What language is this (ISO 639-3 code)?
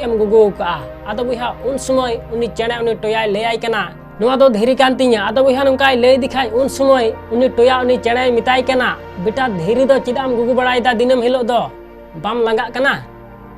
sat